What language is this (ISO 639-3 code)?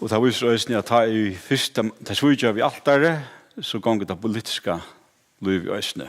fao